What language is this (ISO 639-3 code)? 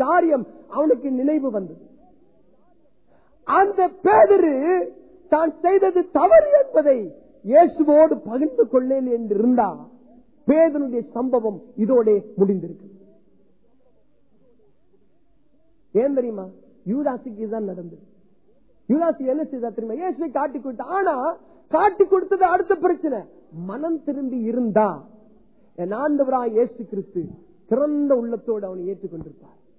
tam